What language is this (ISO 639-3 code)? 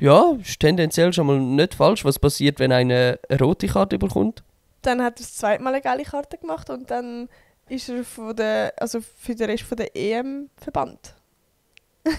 gsw